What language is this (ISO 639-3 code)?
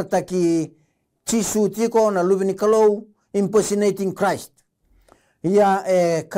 fij